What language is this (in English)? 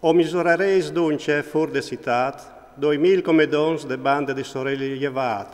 Friulian